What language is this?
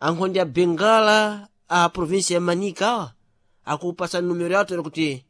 Sena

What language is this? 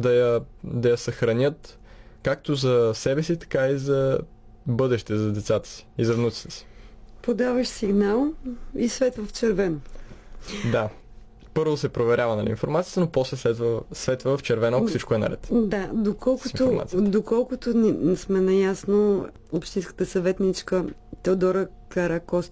Bulgarian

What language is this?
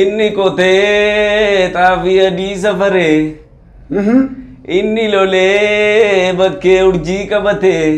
Oromo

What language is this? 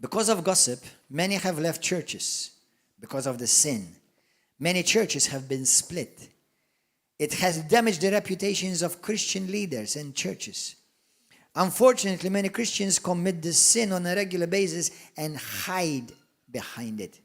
English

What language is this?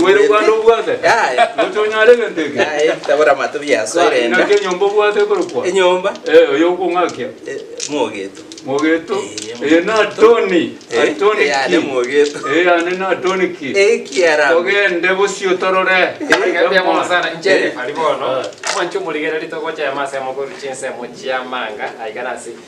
Gusii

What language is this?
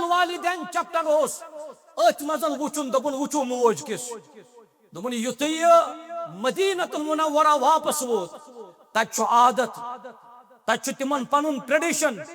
Kashmiri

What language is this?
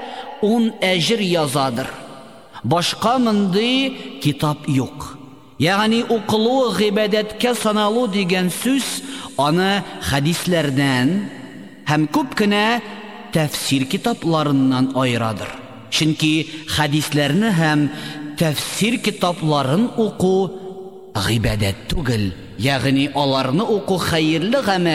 Tatar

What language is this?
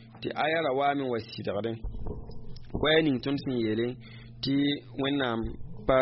Mossi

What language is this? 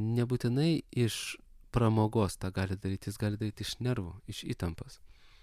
Lithuanian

